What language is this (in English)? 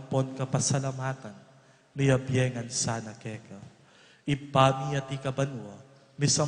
Pampanga